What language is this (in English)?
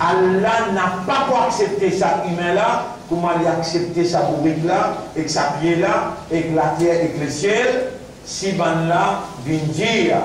Morisyen